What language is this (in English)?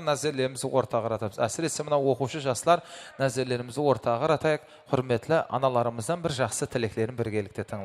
Kara-Kalpak